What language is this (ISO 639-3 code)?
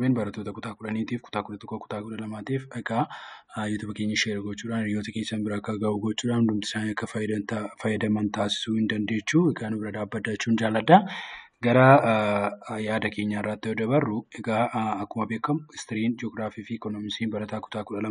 orm